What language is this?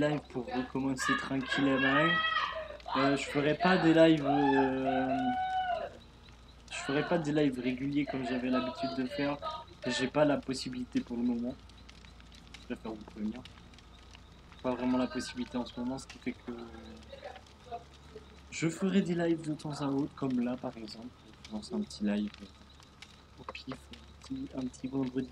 French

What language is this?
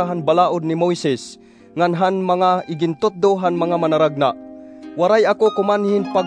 Waray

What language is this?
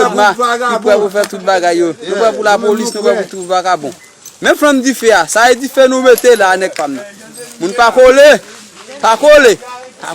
Haitian Creole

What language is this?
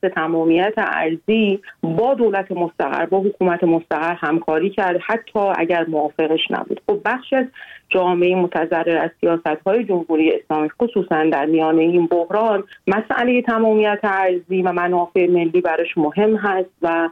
Persian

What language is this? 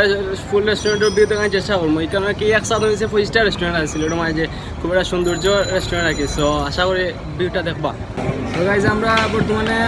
Sylheti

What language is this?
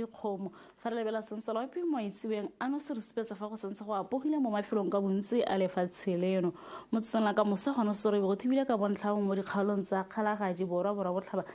Tswana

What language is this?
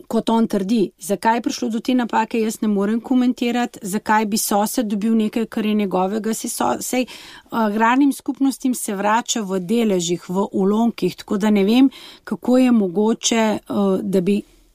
Slovenian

